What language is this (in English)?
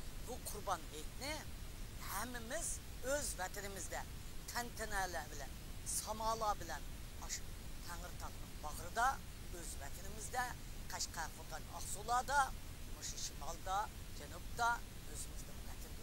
Uyghur